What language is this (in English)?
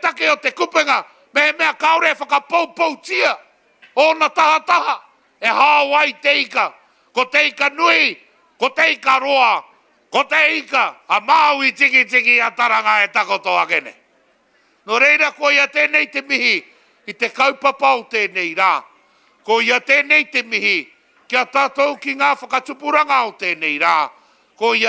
Māori